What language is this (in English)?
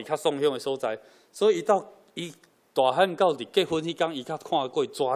Min Nan Chinese